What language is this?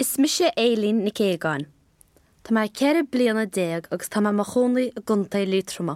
Irish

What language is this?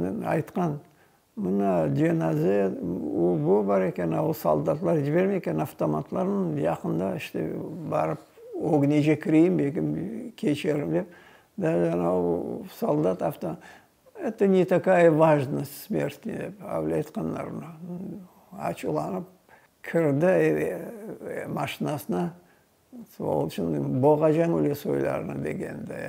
Crimean Tatar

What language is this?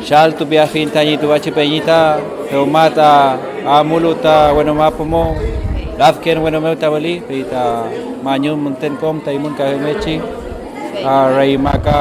Mapuche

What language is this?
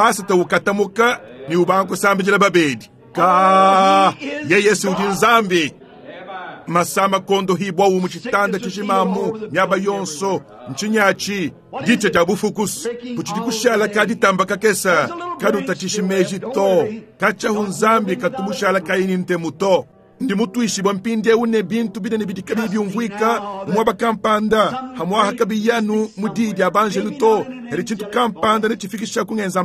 Luba-Lulua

